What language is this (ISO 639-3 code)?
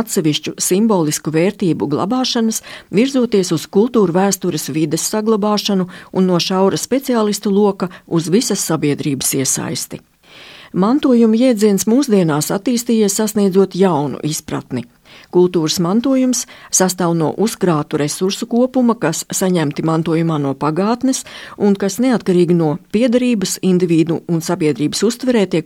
lav